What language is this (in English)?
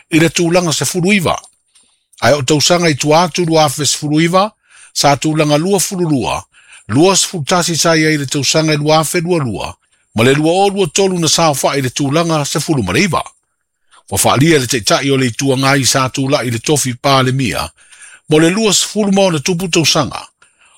Samoan